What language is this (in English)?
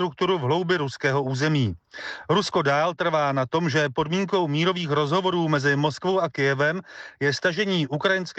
Czech